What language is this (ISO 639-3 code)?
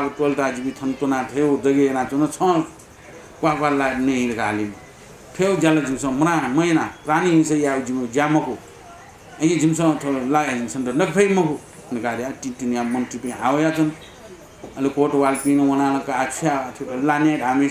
new